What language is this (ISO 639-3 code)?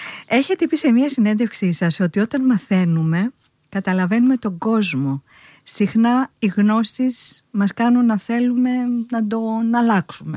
ell